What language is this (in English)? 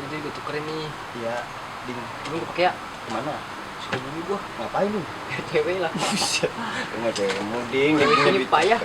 Betawi